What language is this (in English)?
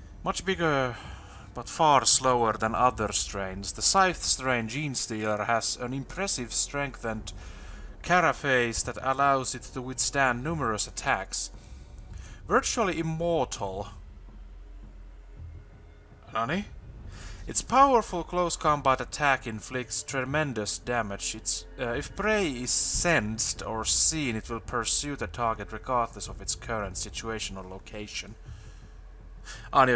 Finnish